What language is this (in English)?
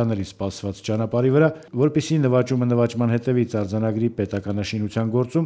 Armenian